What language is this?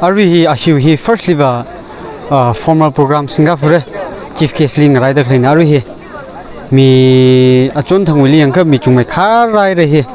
Tangkhul Naga (India)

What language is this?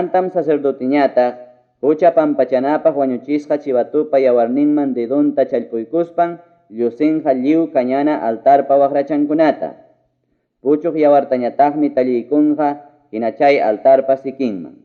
Ayacucho Quechua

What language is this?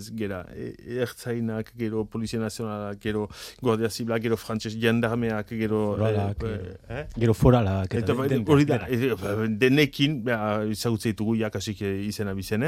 Basque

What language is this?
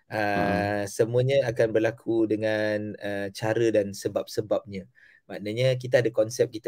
Malay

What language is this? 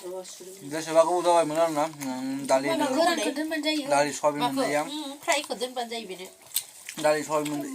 Bodo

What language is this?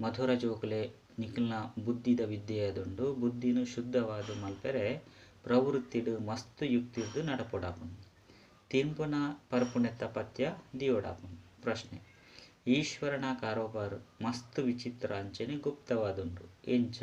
Tulu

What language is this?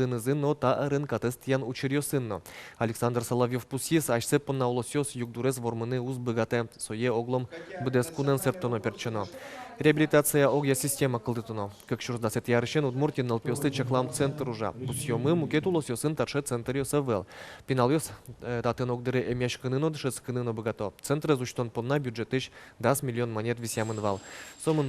Udmurt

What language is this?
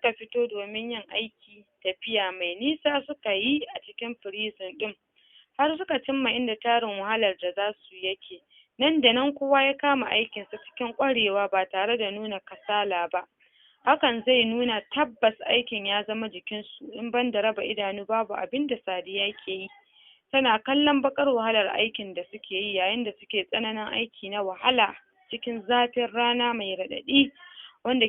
Hausa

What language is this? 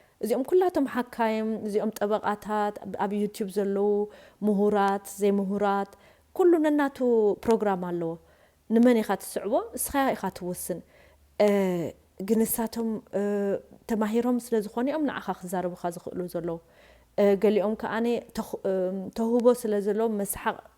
Tigrinya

